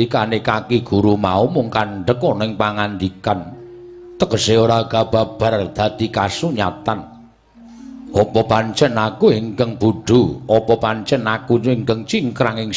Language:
Javanese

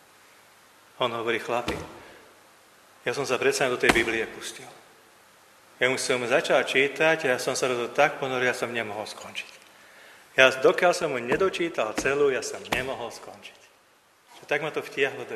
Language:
Slovak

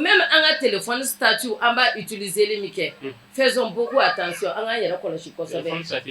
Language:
Bambara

